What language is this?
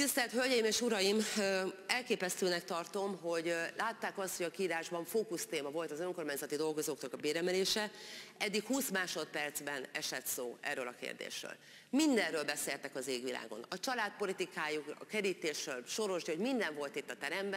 Hungarian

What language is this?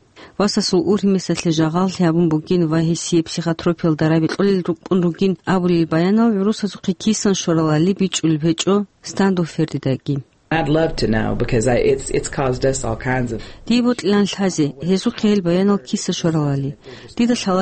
Avaric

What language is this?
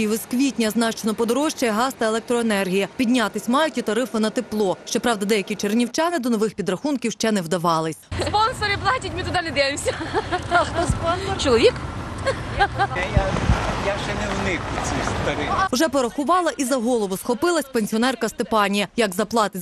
Ukrainian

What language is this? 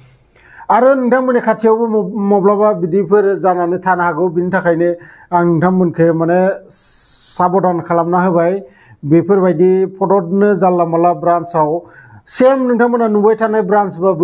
Bodo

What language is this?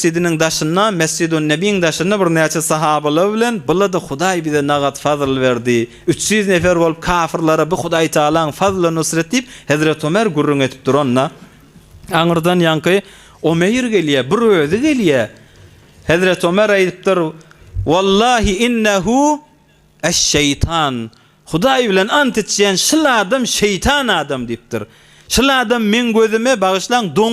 Turkmen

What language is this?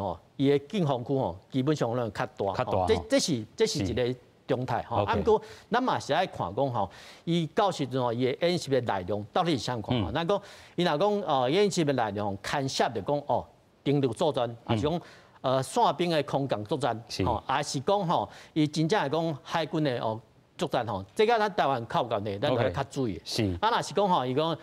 Min Nan Chinese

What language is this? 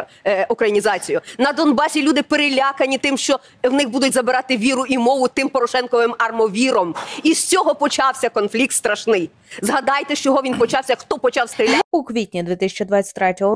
Ukrainian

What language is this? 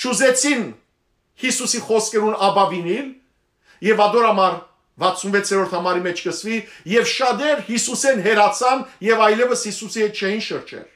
Western Armenian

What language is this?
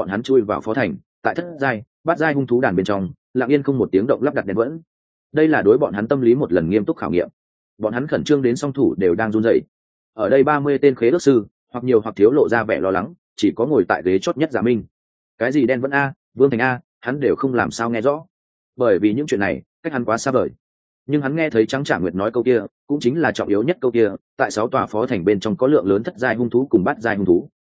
Vietnamese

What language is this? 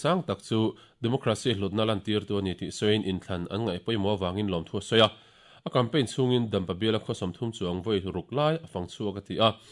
Mizo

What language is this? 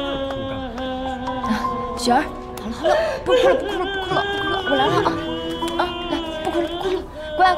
Chinese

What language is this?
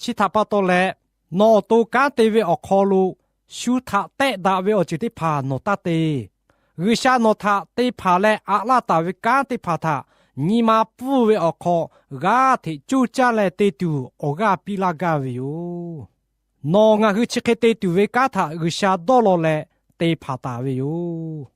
Lahu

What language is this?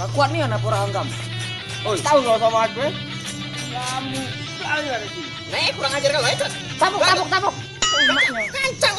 Musi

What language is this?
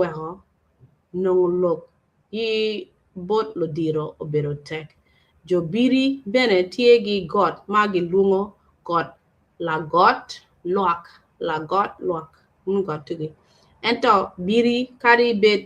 Acoli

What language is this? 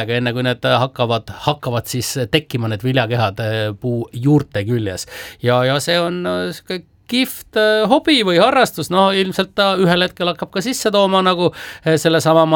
Estonian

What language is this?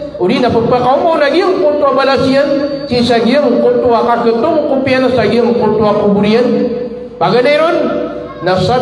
Maranao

